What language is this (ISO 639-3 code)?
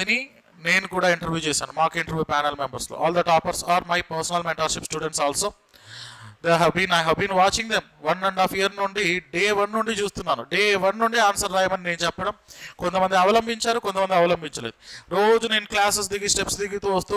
tel